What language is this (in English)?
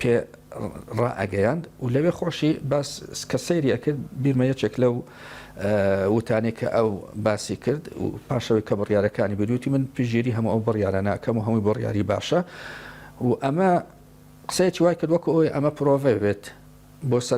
Central Kurdish